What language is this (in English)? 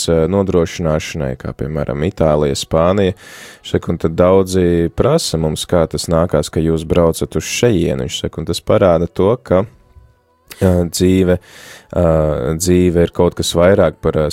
Latvian